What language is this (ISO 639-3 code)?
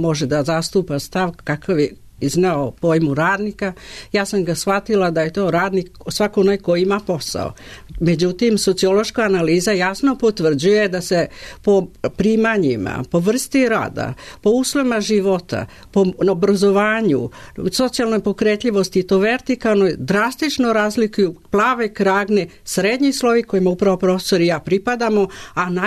srp